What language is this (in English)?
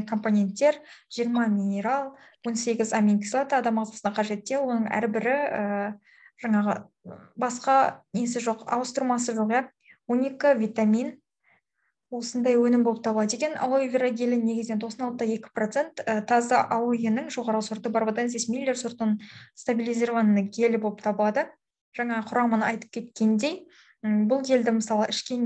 Kazakh